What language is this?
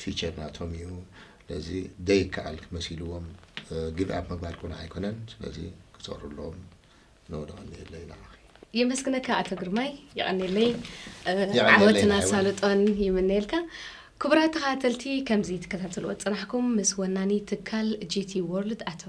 Tigrinya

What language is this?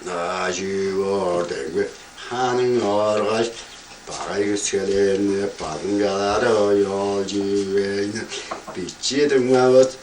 Tuvinian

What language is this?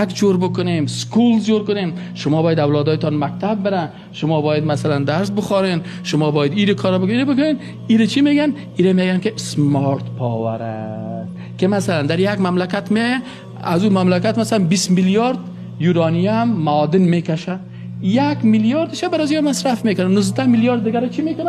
Persian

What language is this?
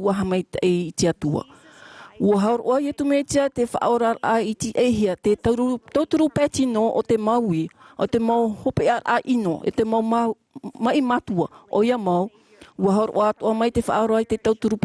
Tahitian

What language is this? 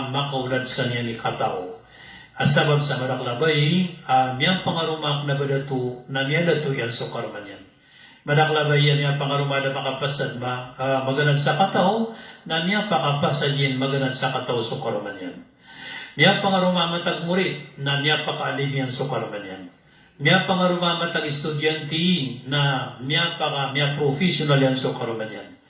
Maranao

